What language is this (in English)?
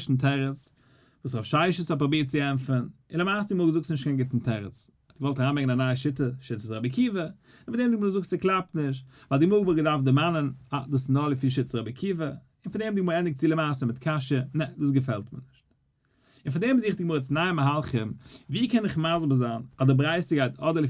Yiddish